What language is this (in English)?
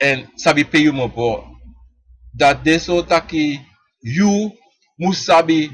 Sranan Tongo